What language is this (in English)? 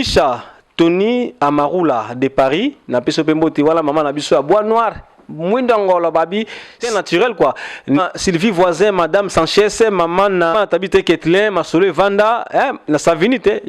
Lingala